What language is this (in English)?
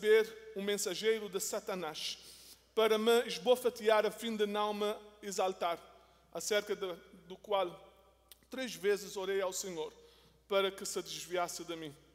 Portuguese